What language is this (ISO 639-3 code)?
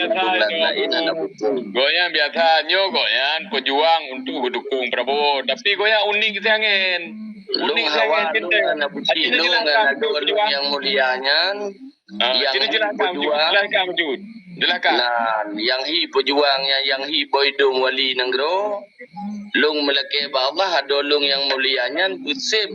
ace